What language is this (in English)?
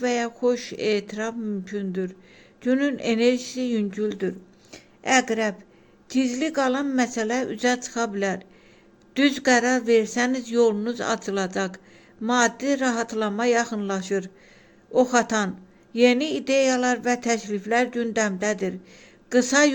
Azerbaijani